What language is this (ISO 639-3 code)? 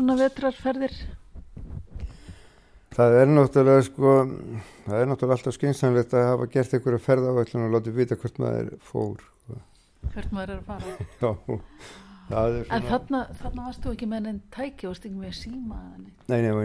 isl